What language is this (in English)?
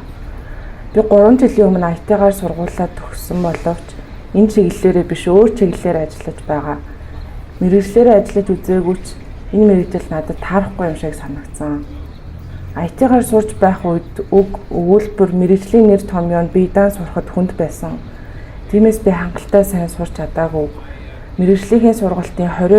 Mongolian